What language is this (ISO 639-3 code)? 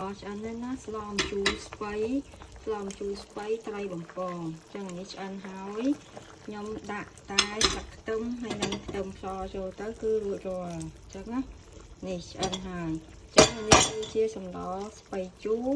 khm